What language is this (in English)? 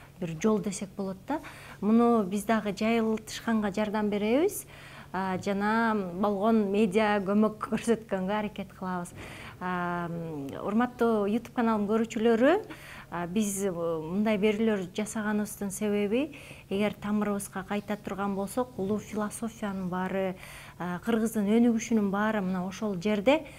Kyrgyz